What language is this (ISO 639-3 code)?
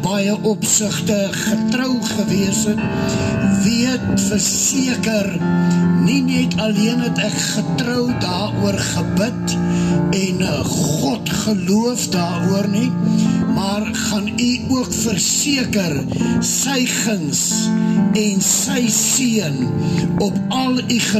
afr